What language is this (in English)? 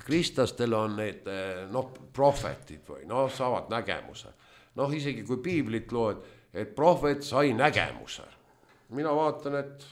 Estonian